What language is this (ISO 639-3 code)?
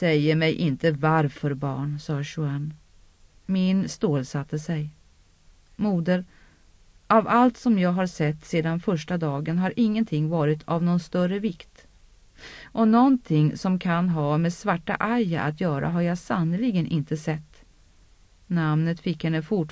swe